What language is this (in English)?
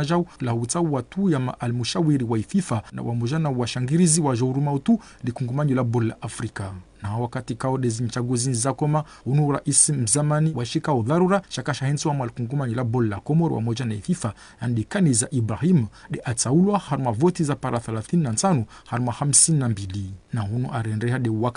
Ngazidja Comorian